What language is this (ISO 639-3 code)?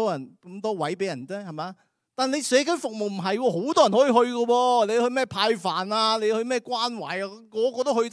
yue